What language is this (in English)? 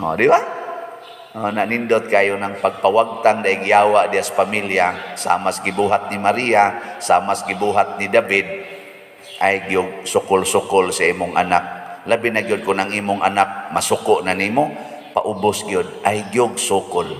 Cebuano